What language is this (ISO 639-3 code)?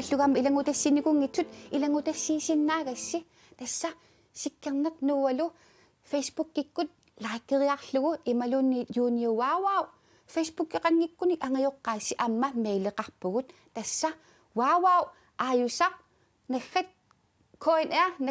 kal